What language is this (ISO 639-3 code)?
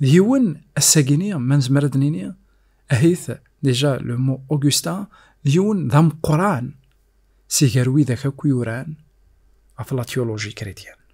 kab